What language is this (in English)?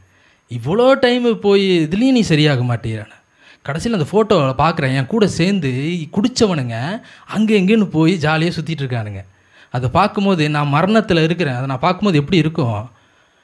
Tamil